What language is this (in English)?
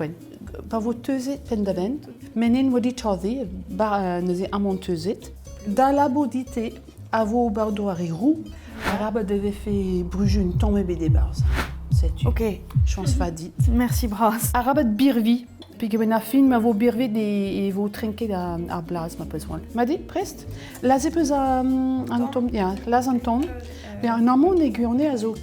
Breton